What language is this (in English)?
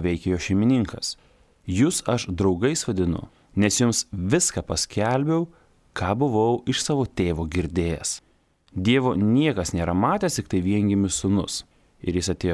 Lithuanian